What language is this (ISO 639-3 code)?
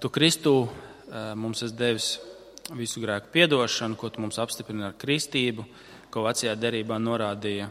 lav